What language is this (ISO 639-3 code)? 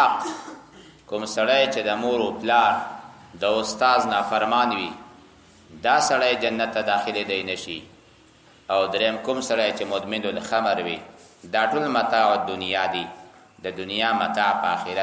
pus